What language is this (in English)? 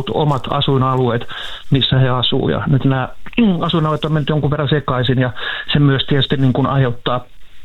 Finnish